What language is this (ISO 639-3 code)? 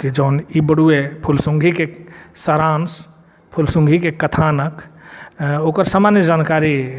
bho